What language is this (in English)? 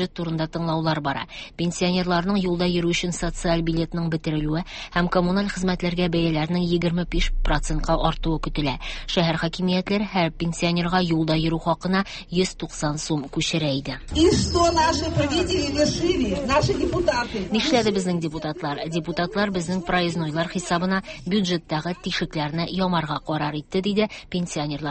Tatar